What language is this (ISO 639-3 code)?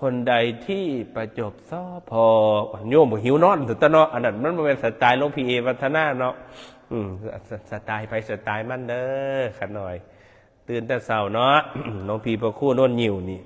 tts